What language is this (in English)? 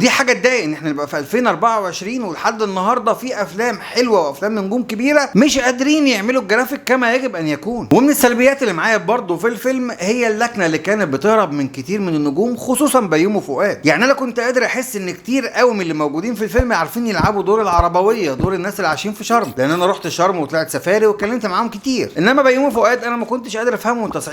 Egyptian Arabic